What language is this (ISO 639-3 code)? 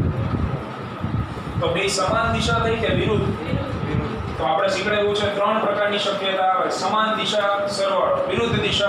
guj